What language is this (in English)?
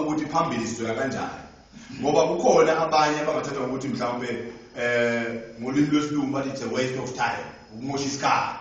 Zulu